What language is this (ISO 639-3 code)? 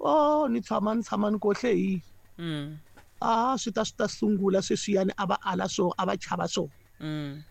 tso